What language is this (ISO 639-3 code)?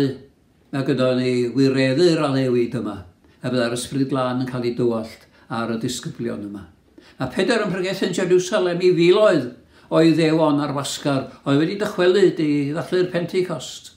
cym